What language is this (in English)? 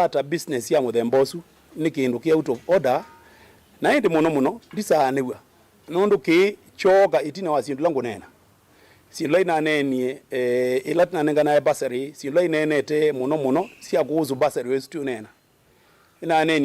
Kamba